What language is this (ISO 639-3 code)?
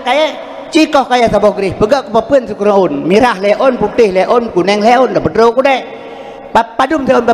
ace